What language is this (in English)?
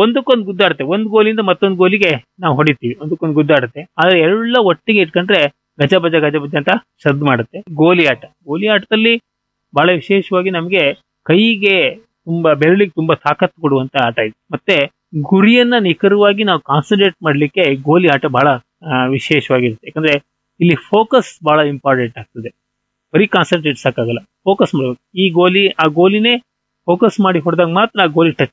Kannada